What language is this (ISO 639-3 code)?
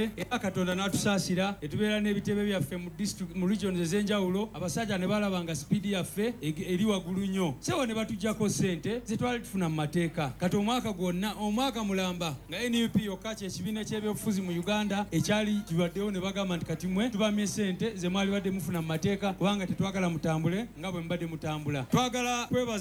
lug